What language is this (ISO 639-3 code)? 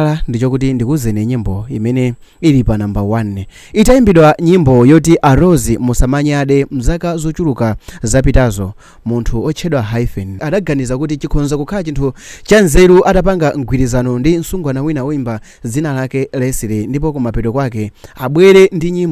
nya